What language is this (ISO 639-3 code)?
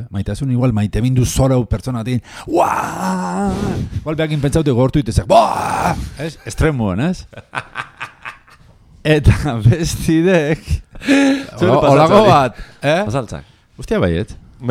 eus